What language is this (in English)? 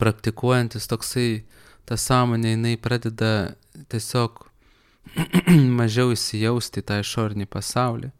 Lithuanian